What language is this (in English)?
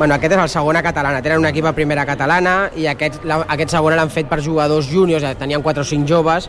Catalan